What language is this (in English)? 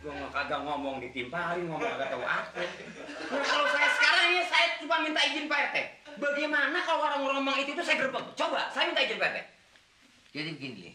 Betawi